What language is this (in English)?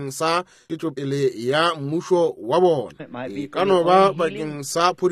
Northern Sotho